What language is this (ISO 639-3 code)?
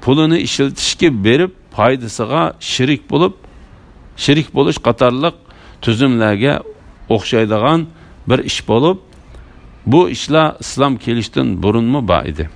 uig